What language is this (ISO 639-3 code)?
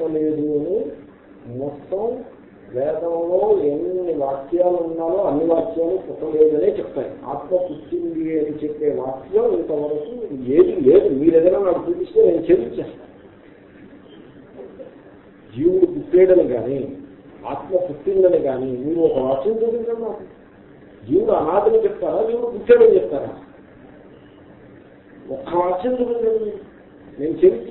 tel